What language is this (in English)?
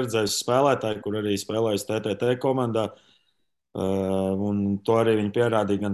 Latvian